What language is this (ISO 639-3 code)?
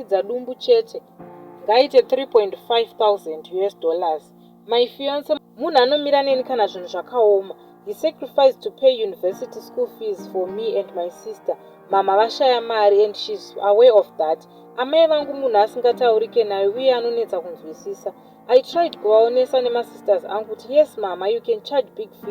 sna